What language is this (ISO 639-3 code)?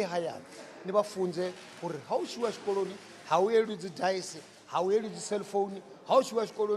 ven